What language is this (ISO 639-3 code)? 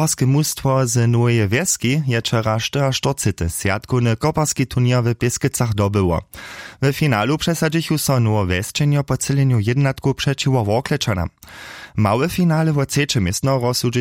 hsb